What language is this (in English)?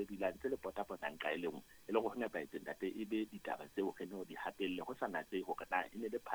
Southern Sotho